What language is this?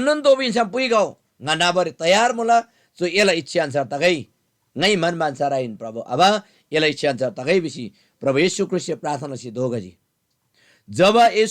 Eastern Tamang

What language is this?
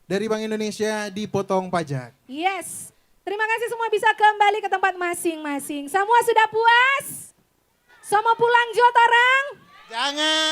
Manado Malay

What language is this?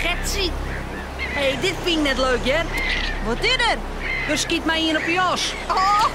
Western Frisian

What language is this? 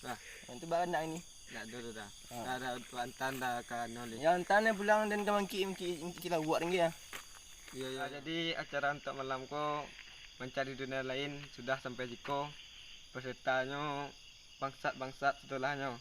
Minangkabau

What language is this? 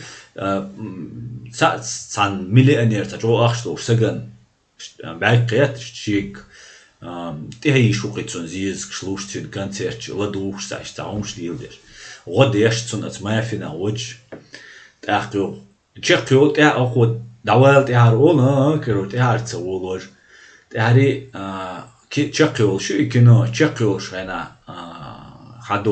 Chechen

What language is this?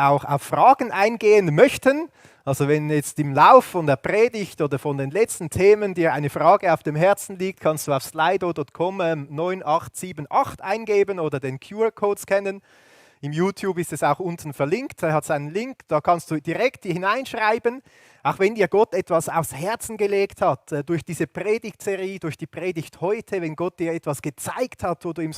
Swiss German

